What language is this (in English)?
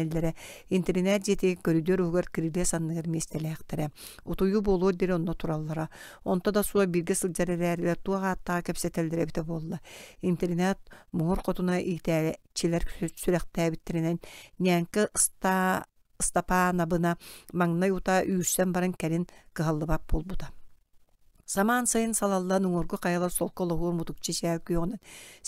Yakut